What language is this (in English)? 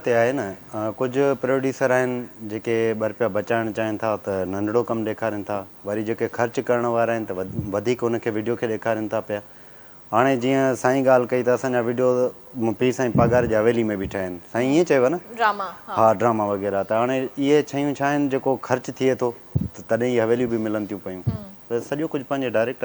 Sindhi